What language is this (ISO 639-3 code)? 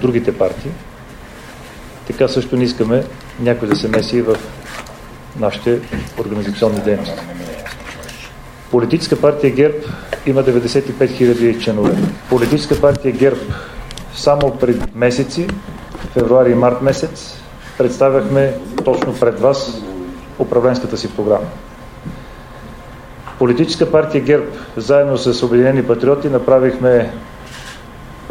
bul